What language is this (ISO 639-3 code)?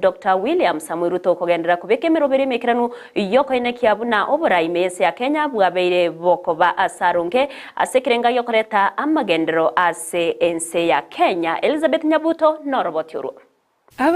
guz